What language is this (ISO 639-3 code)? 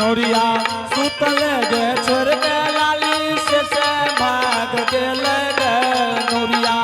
anp